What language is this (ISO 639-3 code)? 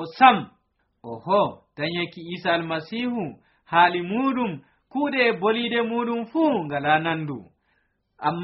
fuv